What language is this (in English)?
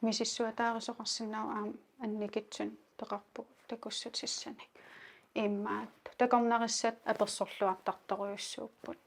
Kalaallisut